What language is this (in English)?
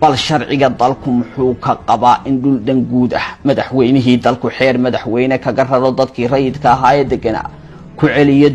Somali